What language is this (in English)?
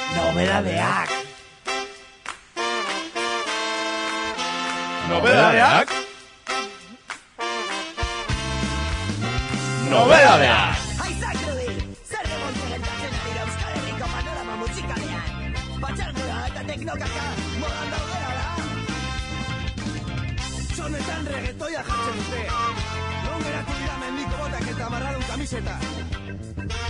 Basque